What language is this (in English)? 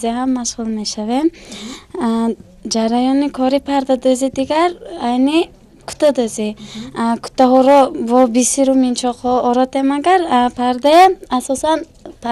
Tajik